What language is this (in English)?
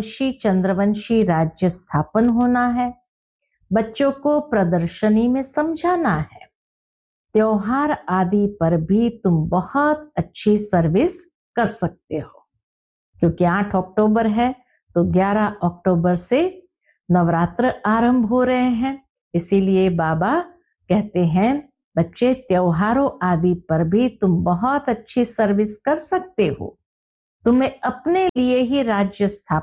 Hindi